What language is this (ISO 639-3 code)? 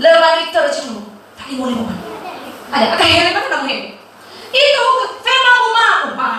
nia